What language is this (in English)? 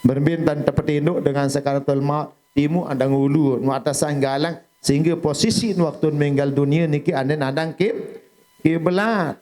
Sasak